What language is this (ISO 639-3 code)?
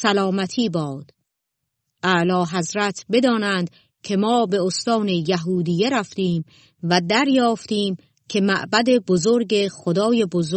fas